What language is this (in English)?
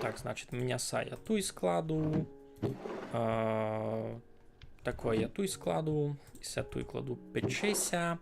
Rusyn